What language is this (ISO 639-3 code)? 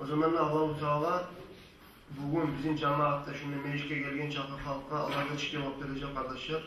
kum